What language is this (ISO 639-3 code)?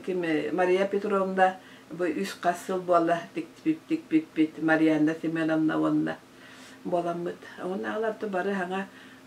sah